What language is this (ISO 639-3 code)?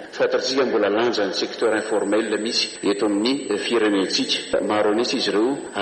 mlg